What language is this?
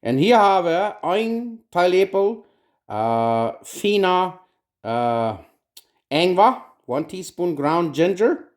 Plautdietsch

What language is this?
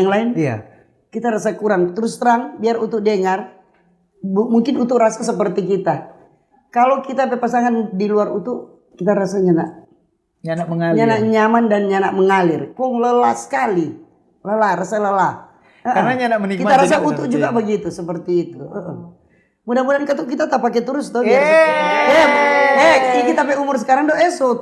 Manado Malay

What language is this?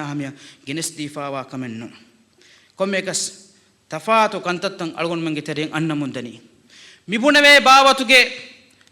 Divehi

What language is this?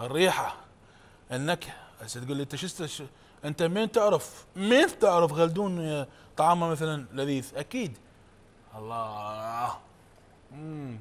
Mesopotamian Arabic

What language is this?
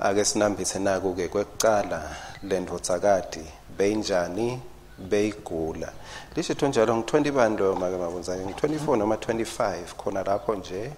Swati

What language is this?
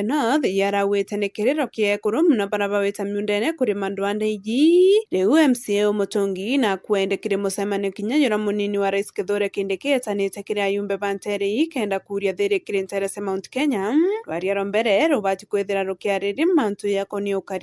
Meru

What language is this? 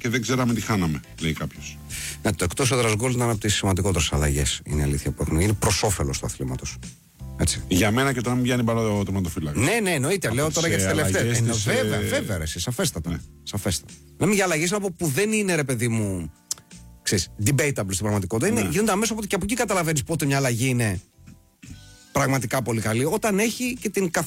Greek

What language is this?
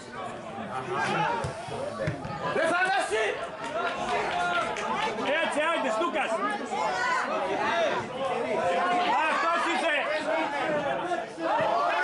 Greek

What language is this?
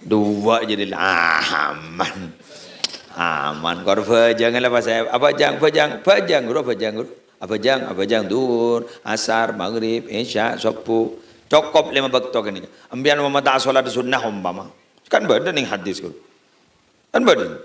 Madurese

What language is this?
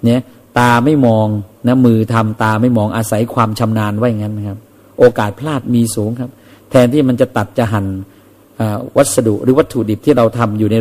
Thai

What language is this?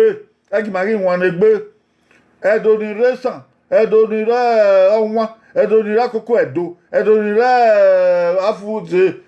Bini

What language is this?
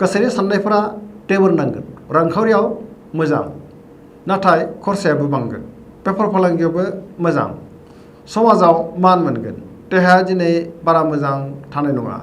Bodo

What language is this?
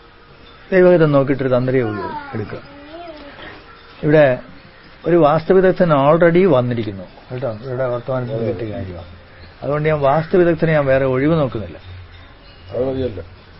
Malayalam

